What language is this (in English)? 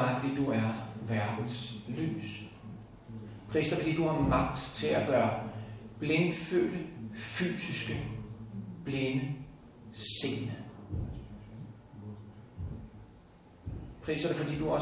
Danish